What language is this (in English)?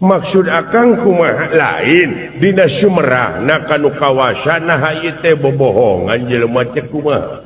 Sundanese